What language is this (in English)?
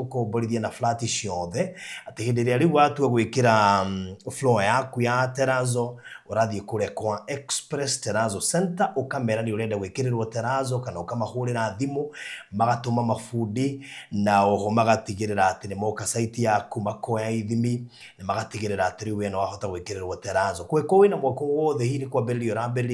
Kikuyu